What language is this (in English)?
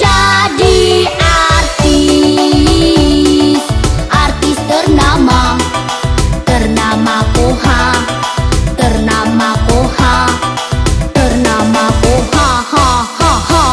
Minangkabau